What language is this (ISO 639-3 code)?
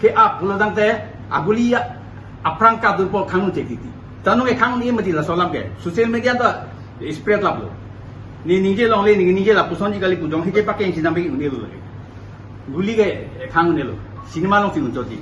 mjw